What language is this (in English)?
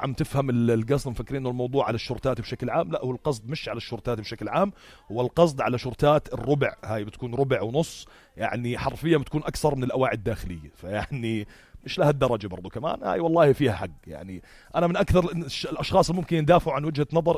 North Levantine Arabic